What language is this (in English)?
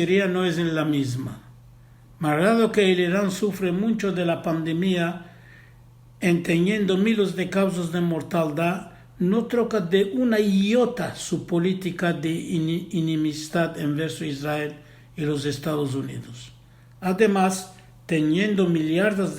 Ladino